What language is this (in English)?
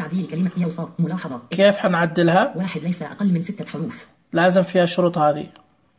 Najdi Arabic